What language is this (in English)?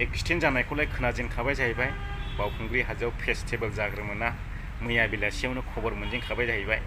Bodo